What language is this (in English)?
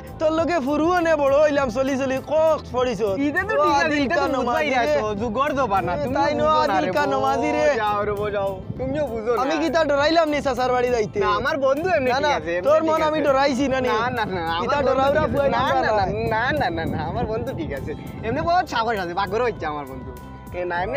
Sylheti